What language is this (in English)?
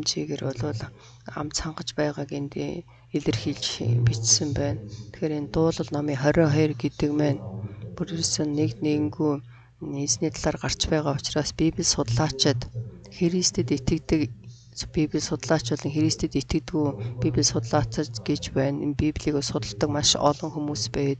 Mongolian